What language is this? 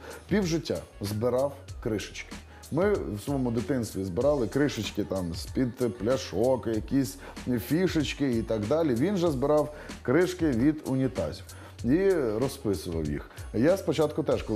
Ukrainian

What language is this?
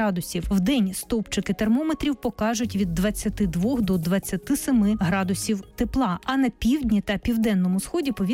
Ukrainian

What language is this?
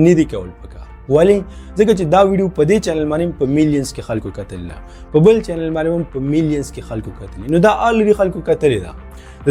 Pashto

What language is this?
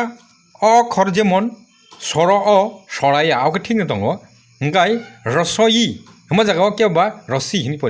Kok Borok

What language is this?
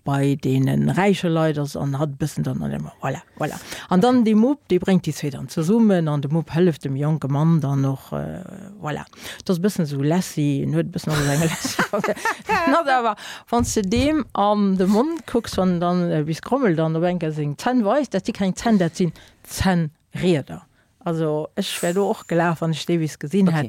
Luxembourgish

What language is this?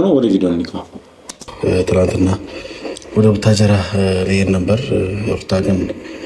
Amharic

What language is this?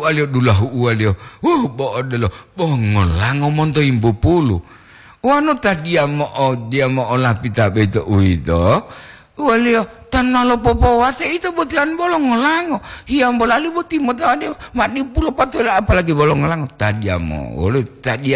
Gorontalo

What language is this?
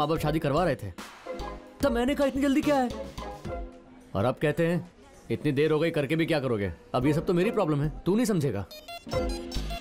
Hindi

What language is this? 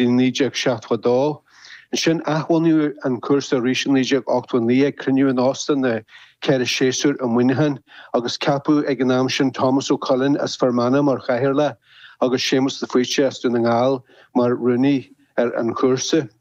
Irish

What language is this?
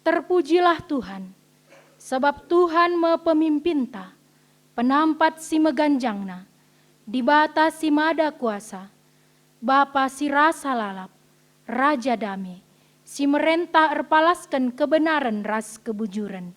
Batak Karo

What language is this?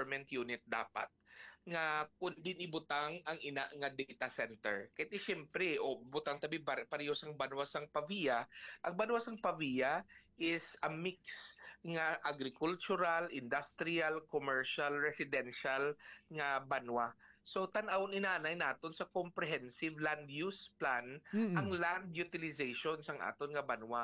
Hiligaynon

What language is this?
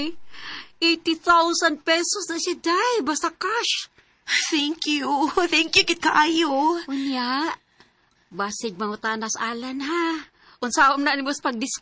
Cebuano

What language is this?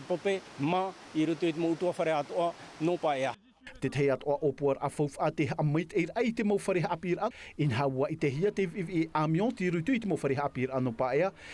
Tahitian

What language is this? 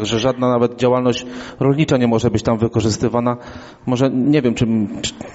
Polish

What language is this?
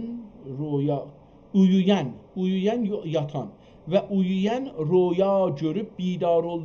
South Azerbaijani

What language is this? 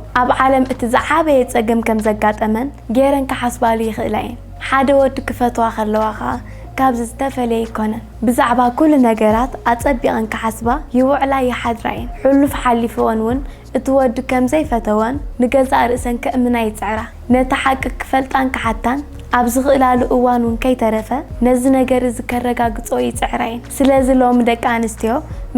Tigrinya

